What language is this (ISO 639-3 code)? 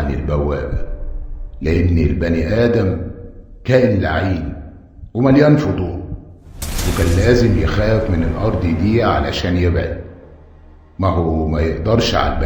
arz